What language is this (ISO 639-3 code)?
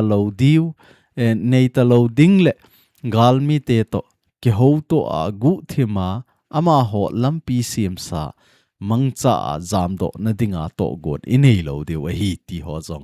tcz